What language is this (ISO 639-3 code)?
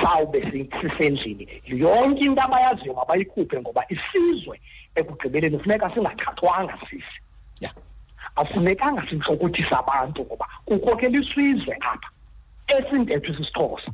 xho